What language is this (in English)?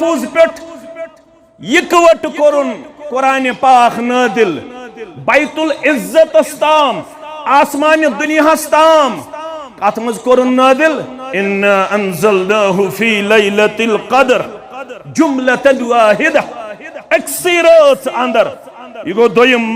Kashmiri